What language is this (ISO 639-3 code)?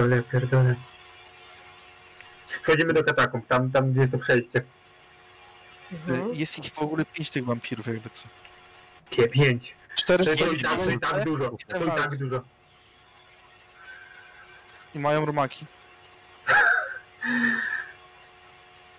pol